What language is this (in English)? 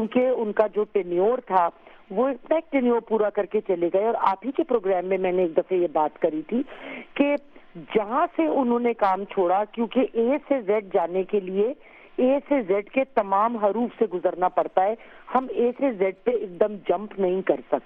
Urdu